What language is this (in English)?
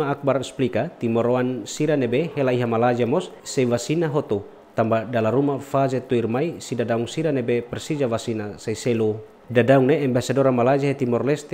Tetum